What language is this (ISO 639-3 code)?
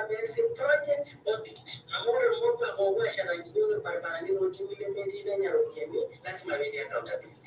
mas